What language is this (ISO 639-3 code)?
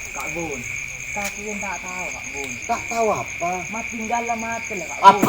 mad